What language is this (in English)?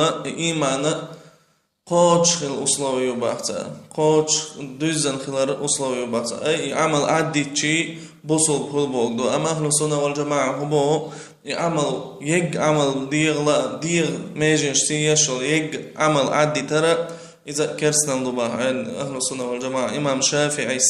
Chechen